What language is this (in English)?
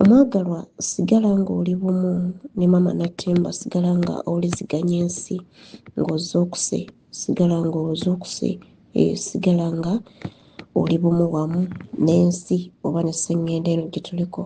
Ganda